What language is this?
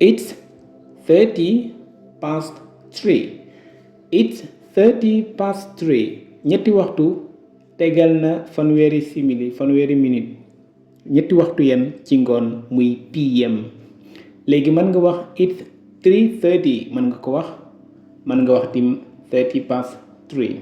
Wolof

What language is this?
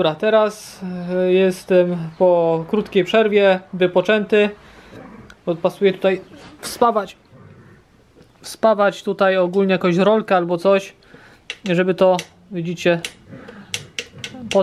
Polish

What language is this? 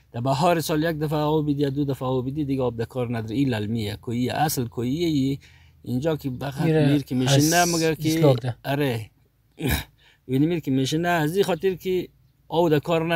Persian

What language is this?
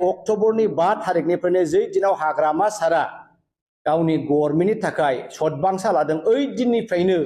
Bodo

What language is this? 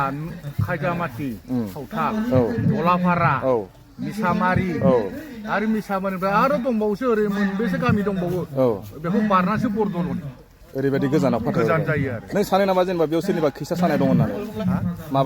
Bodo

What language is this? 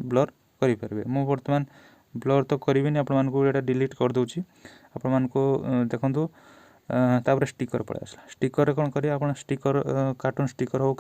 Odia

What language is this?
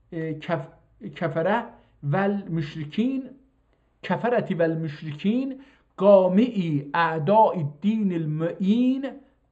South Azerbaijani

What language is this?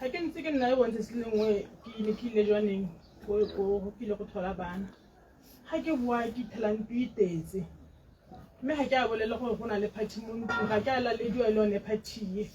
Tswana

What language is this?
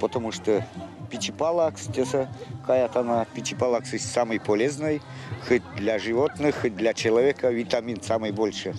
Erzya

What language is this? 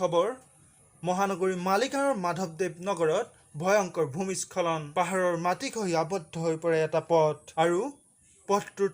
Assamese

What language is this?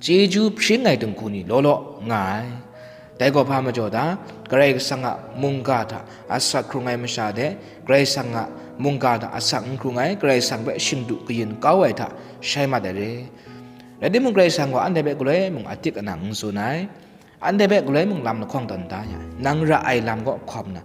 Kachin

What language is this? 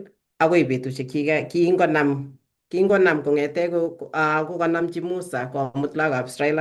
Kalenjin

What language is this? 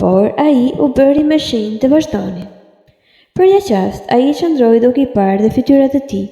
Albanian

